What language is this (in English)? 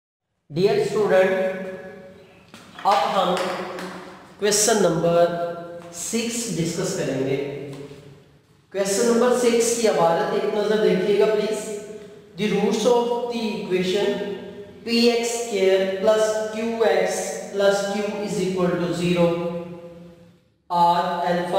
Hindi